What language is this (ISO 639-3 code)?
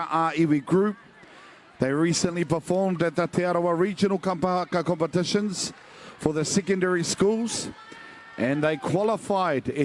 mri